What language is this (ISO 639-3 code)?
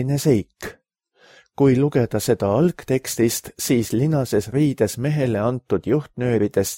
est